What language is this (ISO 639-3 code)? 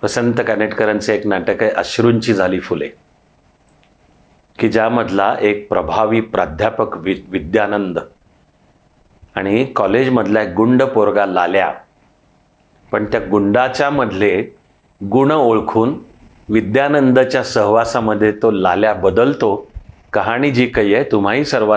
mar